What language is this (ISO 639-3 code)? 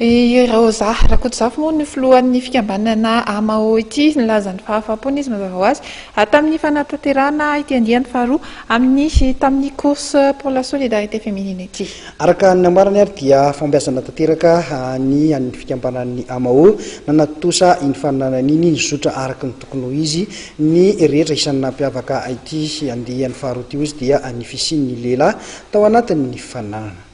mlg